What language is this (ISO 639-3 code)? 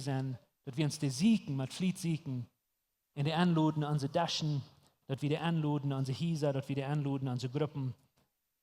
pdt